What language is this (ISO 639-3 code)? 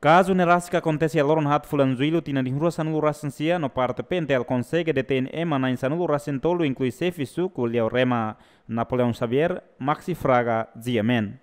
tet